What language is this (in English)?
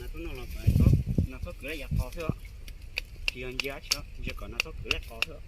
Hmong